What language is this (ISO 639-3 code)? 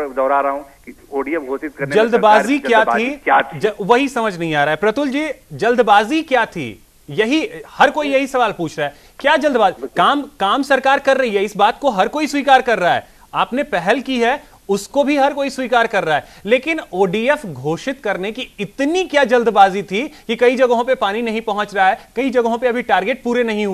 hin